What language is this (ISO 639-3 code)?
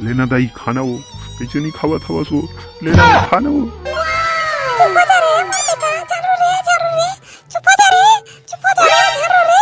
hne